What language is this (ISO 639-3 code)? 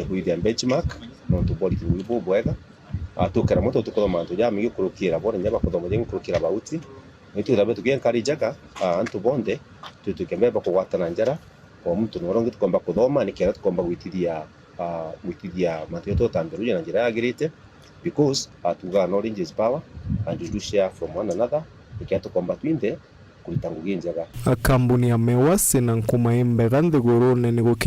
mer